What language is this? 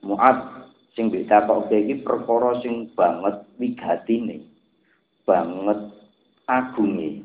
Javanese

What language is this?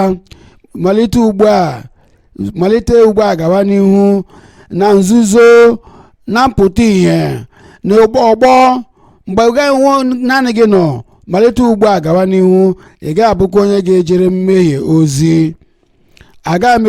Igbo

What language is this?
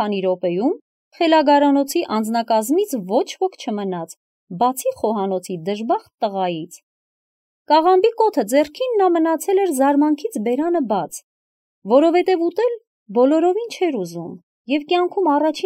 Armenian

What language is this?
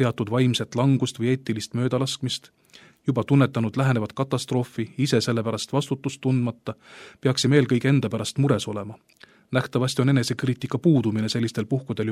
Estonian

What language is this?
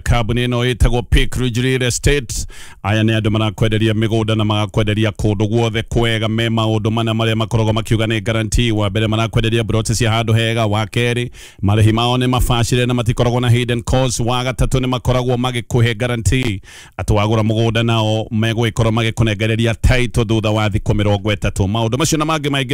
Kikuyu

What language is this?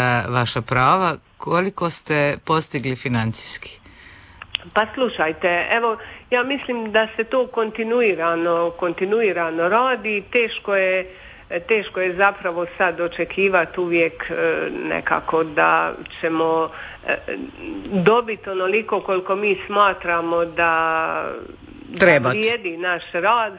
Croatian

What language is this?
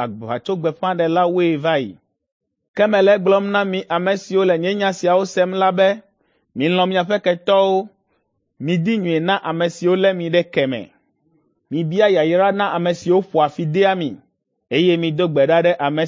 Ewe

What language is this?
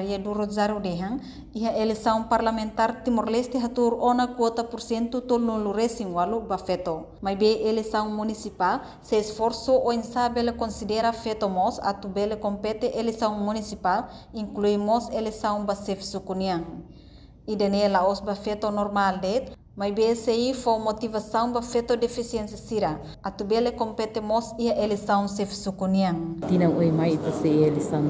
Tetum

